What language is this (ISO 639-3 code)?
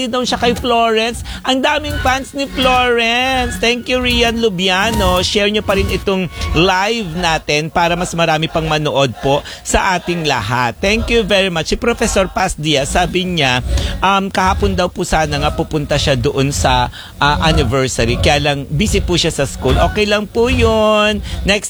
fil